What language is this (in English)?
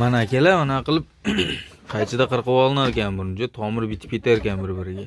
Uzbek